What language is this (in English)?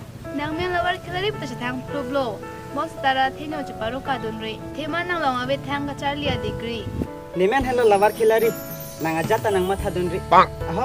Karbi